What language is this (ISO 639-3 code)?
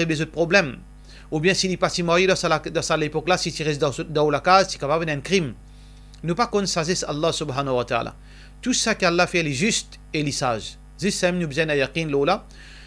mfe